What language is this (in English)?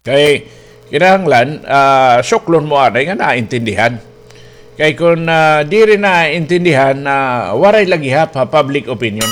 Waray